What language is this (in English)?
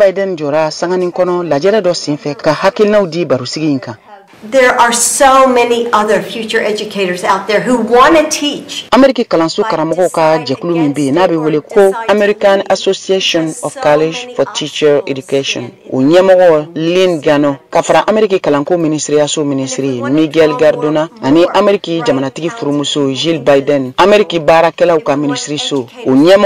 Bambara